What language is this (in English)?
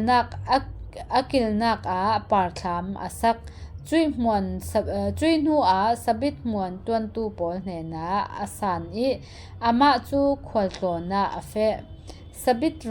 Falam Chin